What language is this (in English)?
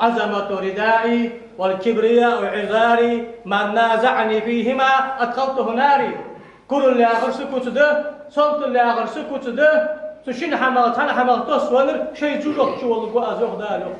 Ingush